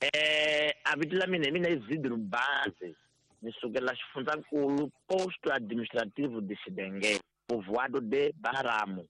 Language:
Tsonga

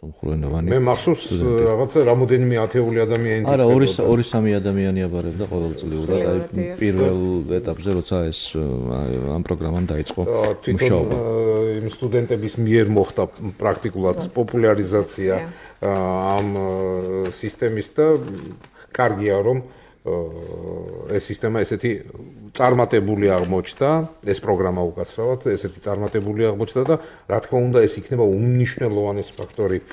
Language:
Georgian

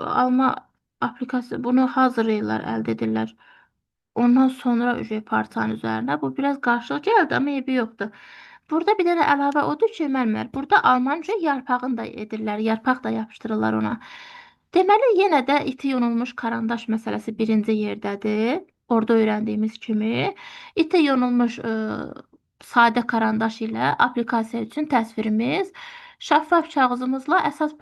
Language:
Azerbaijani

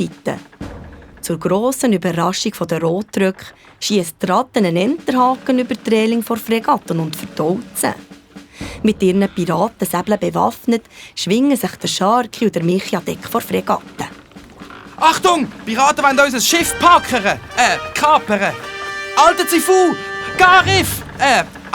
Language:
Swiss German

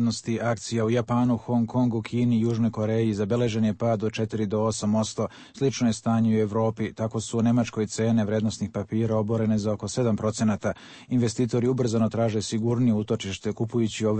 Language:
Serbian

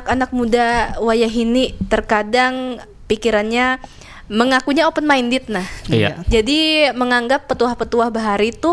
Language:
Banjar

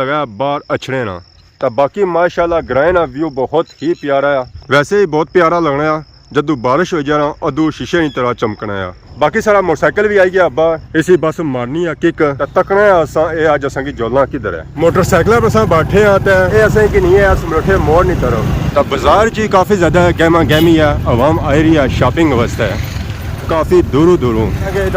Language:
Pahari-Potwari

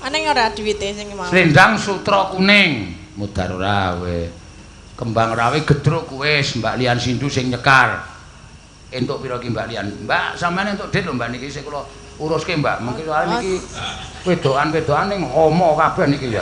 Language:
Javanese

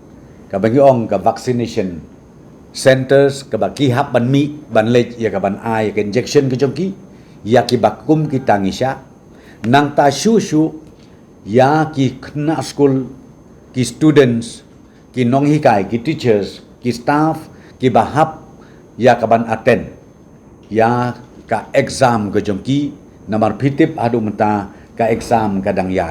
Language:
Khasi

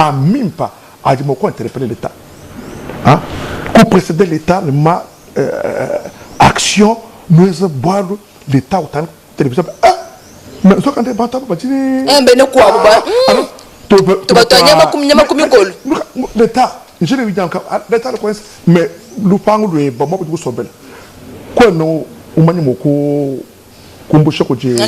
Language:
Luba-Lulua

